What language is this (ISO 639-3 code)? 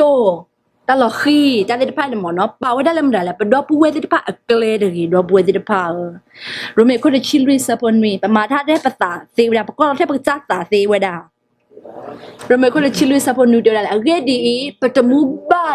ksw